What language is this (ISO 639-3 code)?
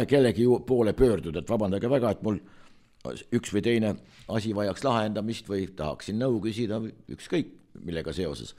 est